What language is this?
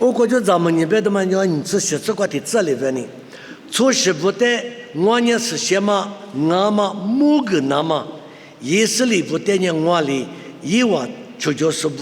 Lisu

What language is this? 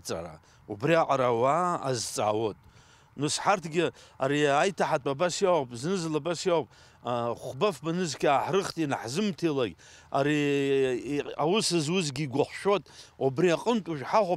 Abkhazian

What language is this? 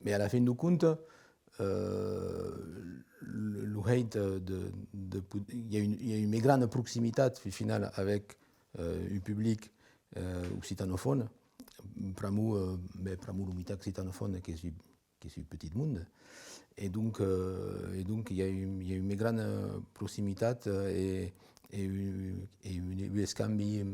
Occitan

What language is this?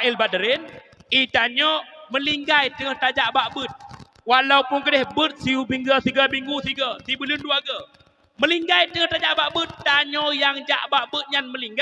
Achinese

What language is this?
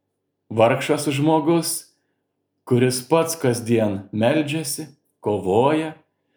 Lithuanian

